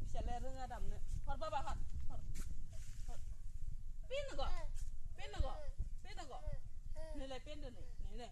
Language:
Bodo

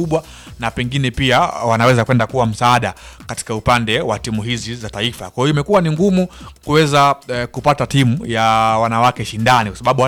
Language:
Swahili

